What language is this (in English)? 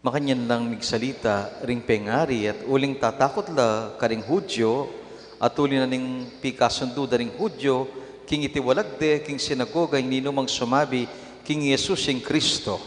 Pampanga